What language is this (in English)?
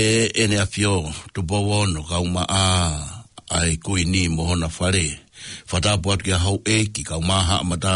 Tongan